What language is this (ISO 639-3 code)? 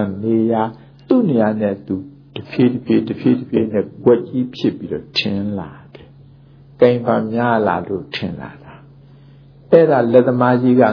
mya